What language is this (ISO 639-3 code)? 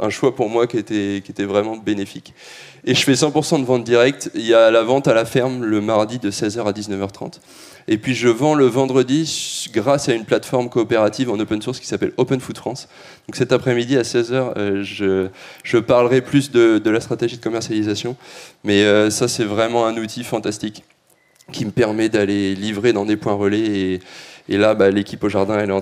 fra